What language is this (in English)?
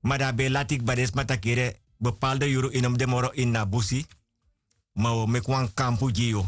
Sranan Tongo